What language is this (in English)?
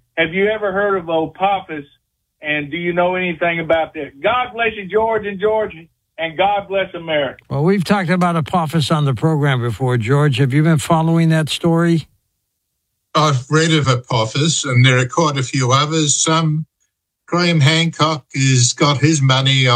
English